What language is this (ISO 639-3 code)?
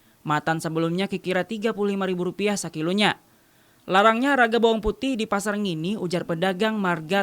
bjn